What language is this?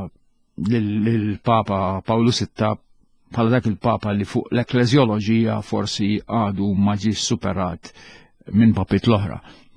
Maltese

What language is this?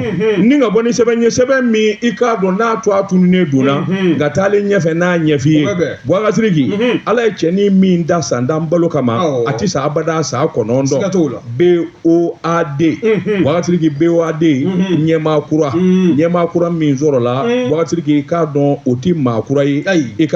Bambara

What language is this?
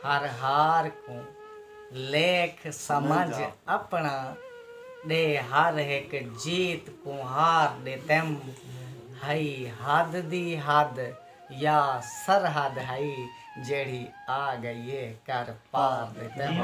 Saraiki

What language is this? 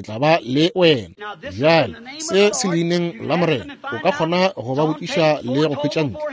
Northern Sotho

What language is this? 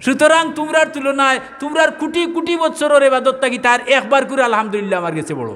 Sylheti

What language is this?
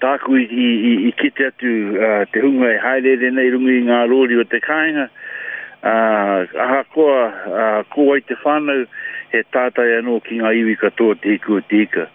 Māori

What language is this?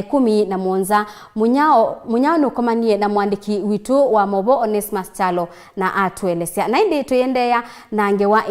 Kamba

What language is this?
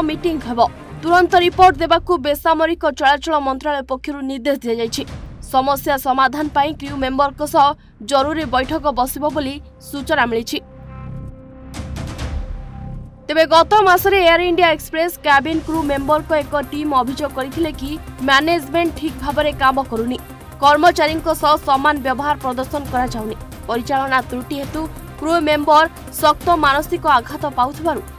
Odia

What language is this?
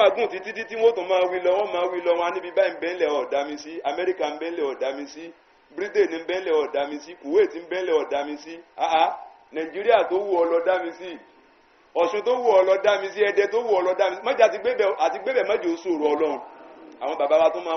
Yoruba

